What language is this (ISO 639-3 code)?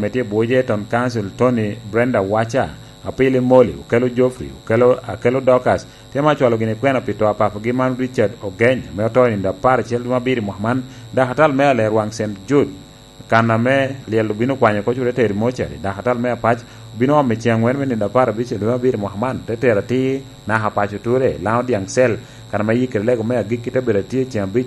laj